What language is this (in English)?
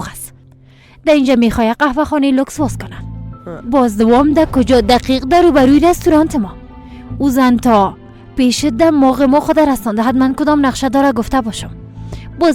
Persian